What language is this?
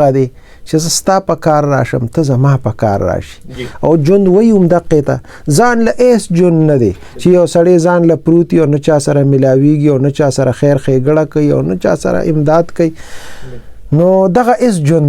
Pashto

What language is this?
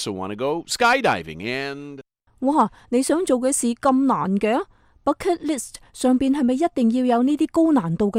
Cantonese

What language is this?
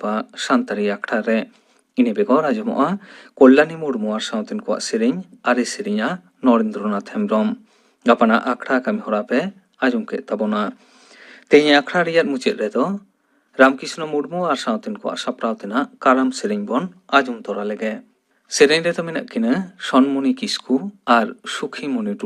Santali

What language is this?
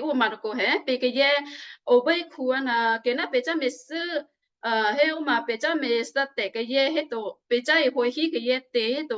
Western Kayah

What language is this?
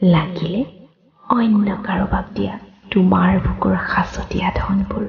Assamese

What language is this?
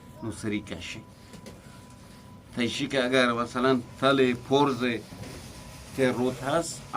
Eastern Balochi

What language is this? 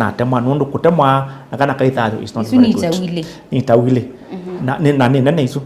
Kamba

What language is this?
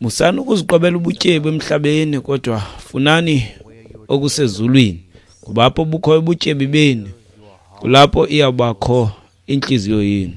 Xhosa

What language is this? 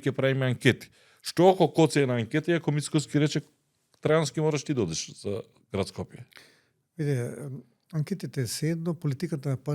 Macedonian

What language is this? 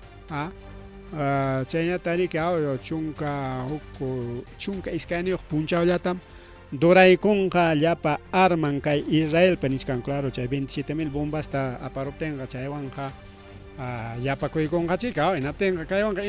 Ayacucho Quechua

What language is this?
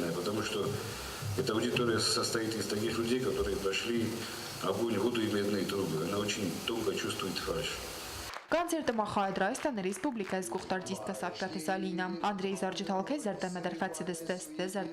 Ossetic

